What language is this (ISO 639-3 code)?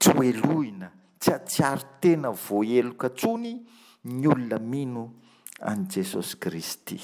mlg